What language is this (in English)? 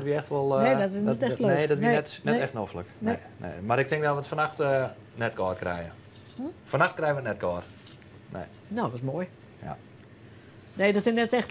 Western Frisian